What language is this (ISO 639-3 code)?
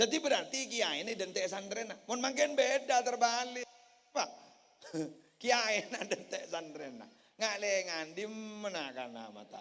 mad